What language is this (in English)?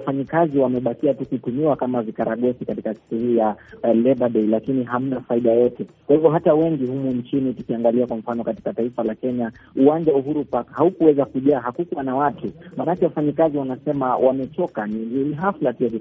Swahili